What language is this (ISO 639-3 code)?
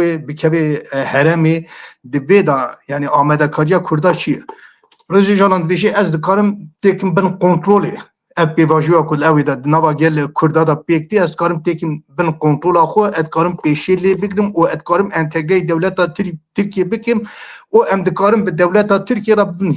kur